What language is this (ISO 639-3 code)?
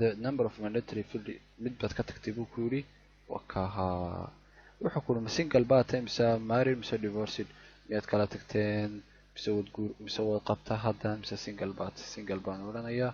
som